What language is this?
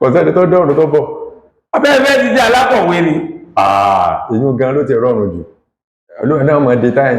Yoruba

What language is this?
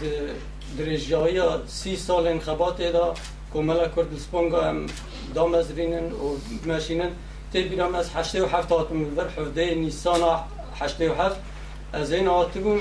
Kurdish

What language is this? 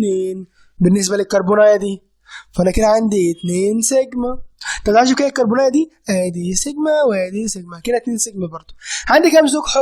Egyptian Arabic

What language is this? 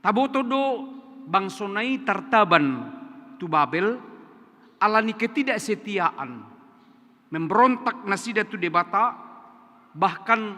Batak Toba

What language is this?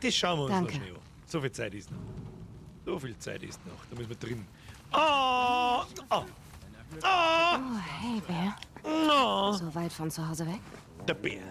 Bavarian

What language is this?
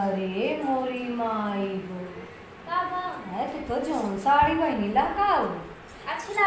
Awadhi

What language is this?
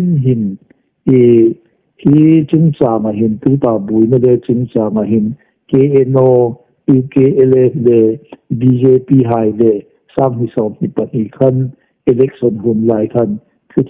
Hmar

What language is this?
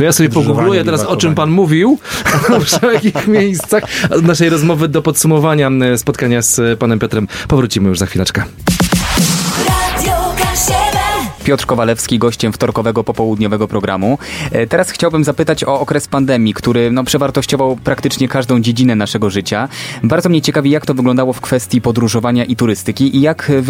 Polish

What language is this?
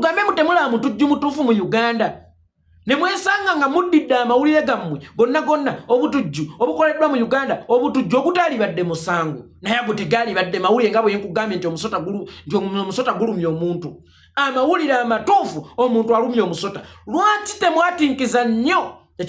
Ganda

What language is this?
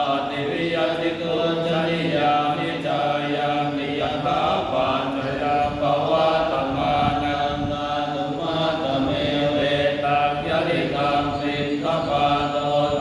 Pali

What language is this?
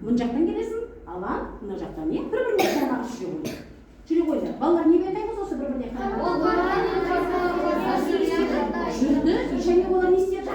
Kazakh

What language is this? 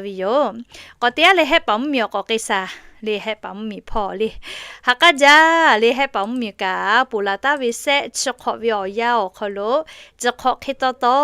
Lahu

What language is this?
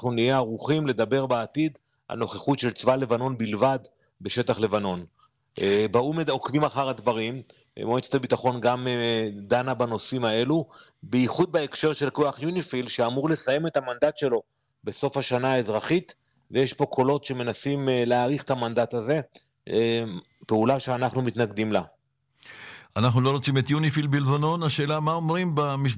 Hebrew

